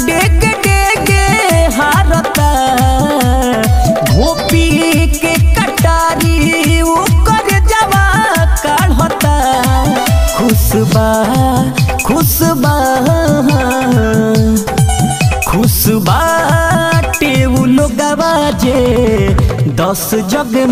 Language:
Bhojpuri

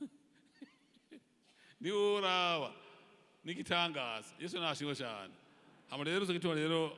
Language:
Rundi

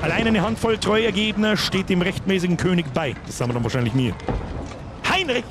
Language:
Bavarian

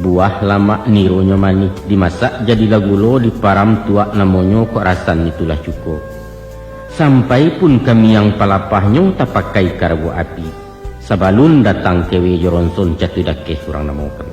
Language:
Minangkabau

